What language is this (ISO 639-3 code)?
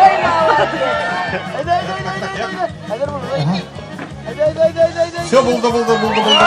bak